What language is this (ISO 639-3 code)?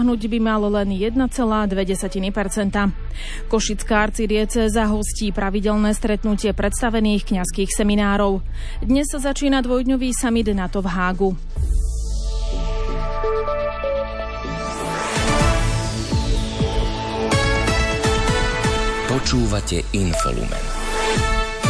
slk